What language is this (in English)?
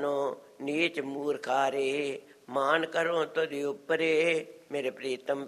Punjabi